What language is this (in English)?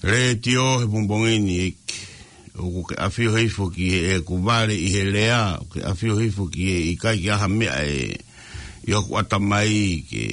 Tongan